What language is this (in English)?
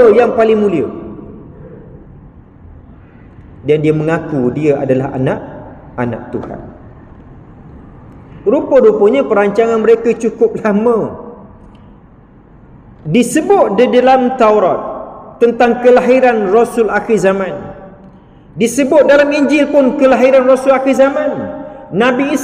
Malay